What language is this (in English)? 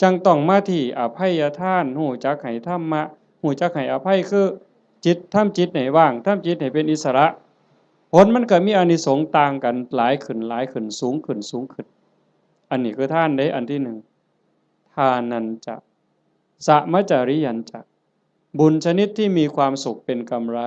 Northeastern Thai